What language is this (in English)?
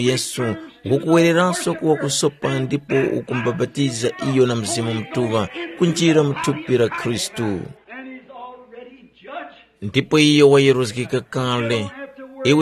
Tumbuka